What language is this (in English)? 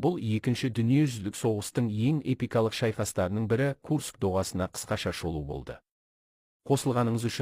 Kazakh